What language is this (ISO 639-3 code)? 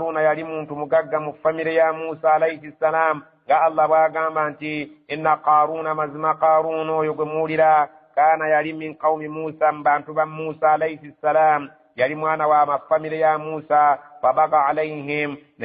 lug